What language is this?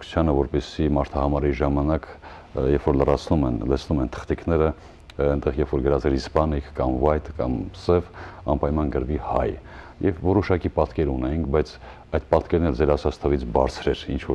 Western Armenian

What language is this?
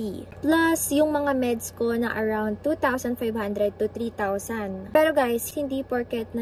Filipino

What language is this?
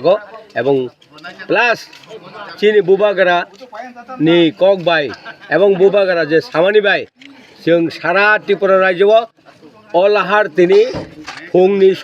Kok Borok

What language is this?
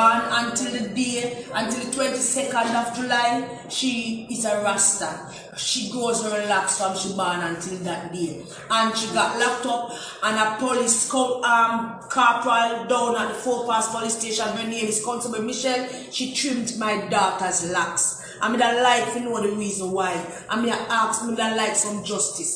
Jamaican Creole English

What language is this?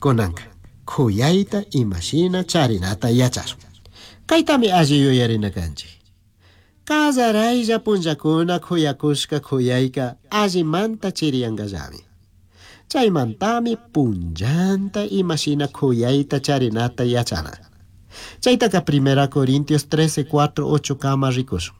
Chimborazo Highland Quichua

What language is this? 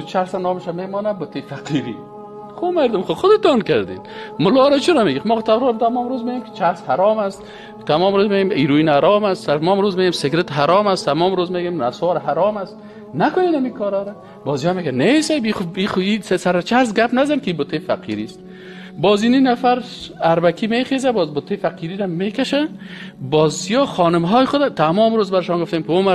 Persian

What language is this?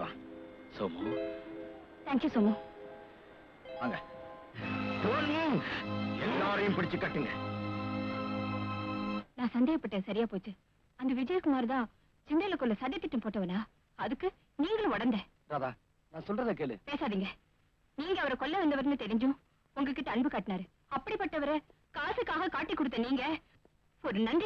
Tamil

